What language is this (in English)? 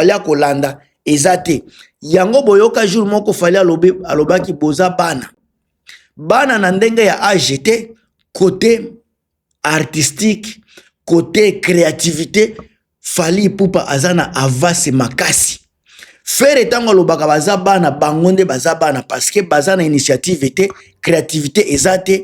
Lingala